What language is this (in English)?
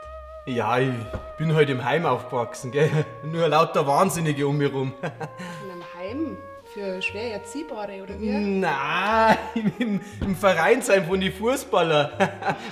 Bavarian